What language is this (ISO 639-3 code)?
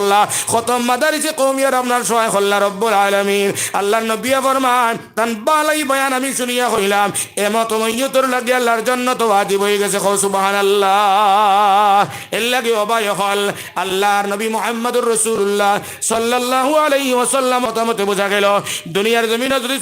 syl